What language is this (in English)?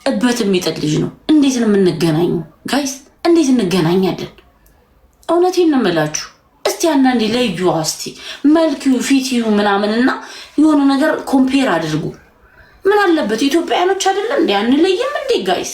Amharic